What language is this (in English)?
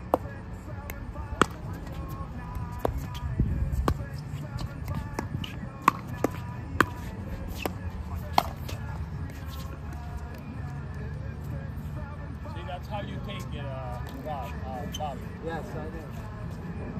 English